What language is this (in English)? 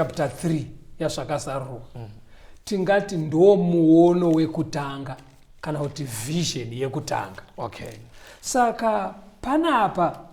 Shona